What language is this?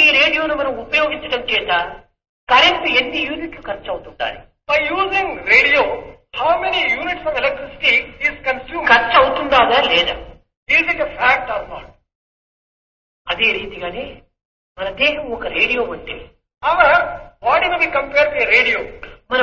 Telugu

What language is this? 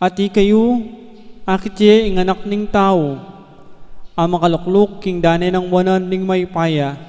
Pampanga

